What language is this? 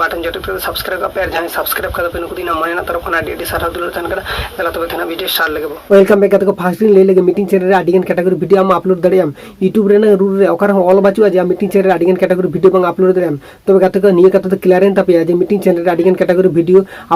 Santali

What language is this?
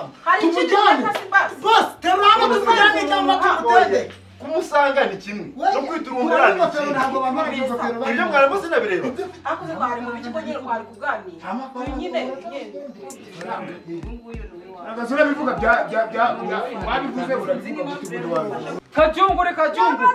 Kinyarwanda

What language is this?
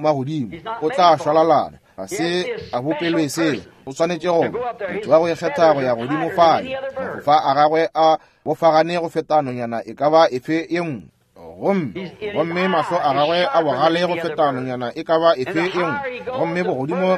Northern Sotho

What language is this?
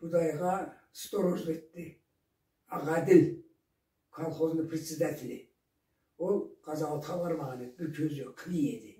Karachay-Balkar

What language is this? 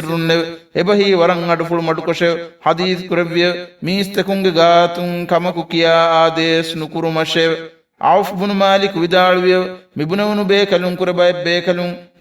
Divehi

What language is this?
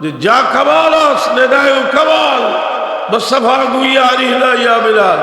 Sylheti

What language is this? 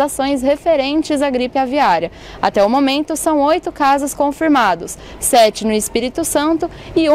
Portuguese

